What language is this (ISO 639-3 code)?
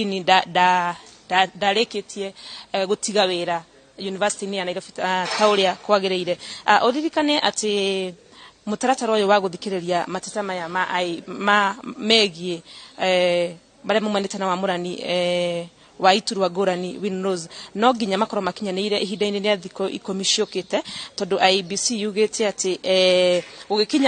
kik